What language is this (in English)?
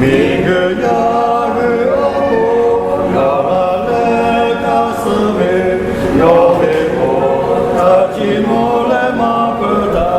Lahu